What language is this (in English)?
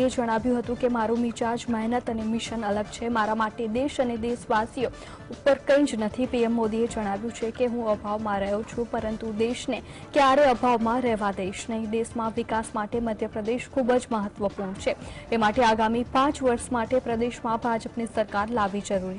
Gujarati